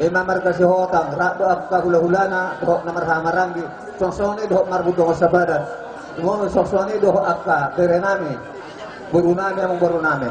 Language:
Batak Toba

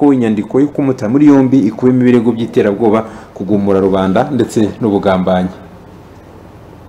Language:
Kinyarwanda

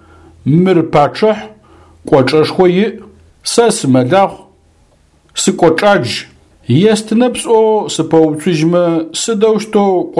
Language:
Adyghe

